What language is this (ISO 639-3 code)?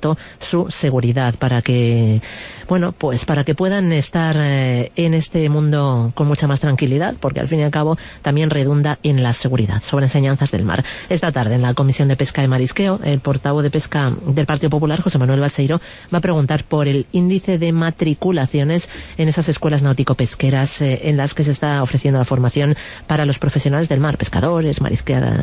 spa